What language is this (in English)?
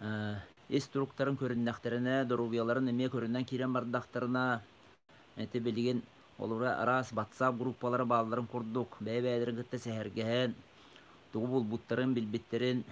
Yakut